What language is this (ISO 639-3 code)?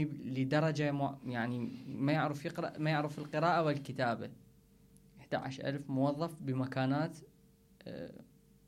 acm